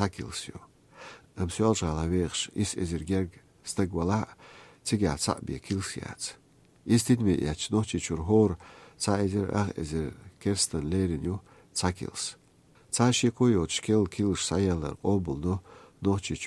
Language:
Chechen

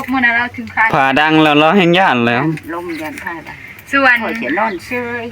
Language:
Northeastern Thai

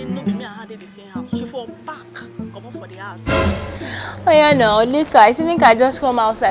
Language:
Nigerian Pidgin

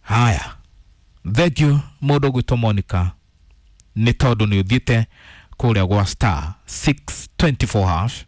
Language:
Kikuyu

